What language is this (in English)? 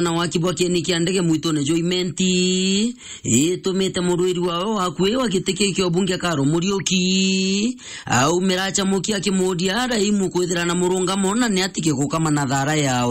Meru